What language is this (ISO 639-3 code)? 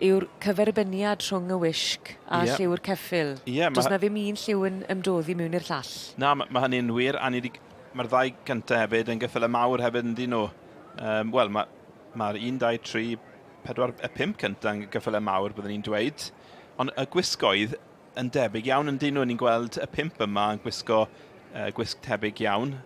cym